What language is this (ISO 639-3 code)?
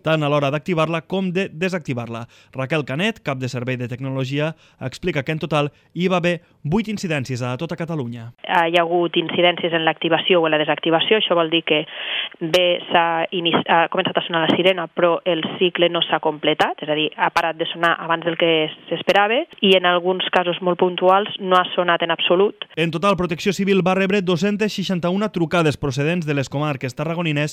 cat